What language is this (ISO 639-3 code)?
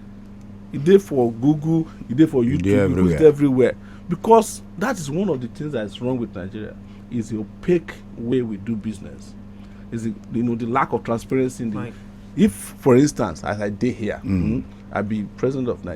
pcm